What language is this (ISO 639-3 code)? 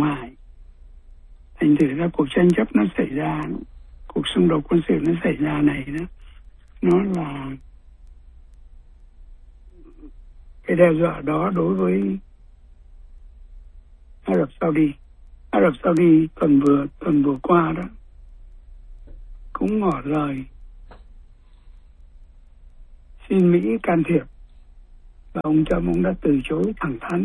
vie